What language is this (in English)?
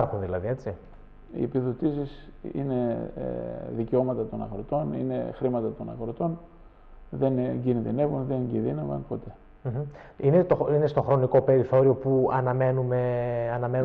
Greek